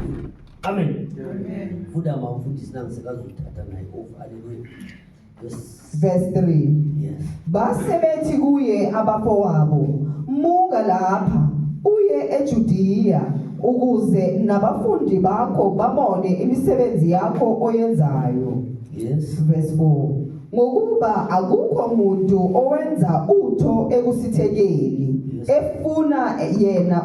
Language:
Zulu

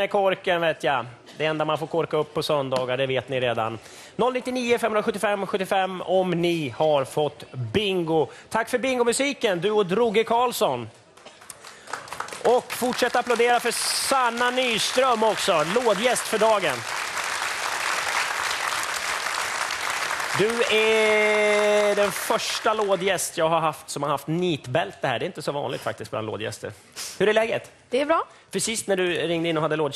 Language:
Swedish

